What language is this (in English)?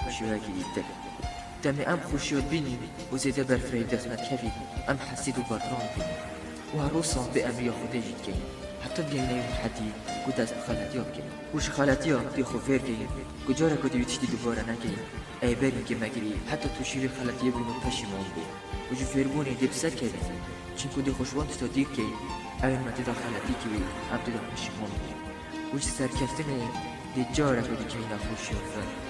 Kurdish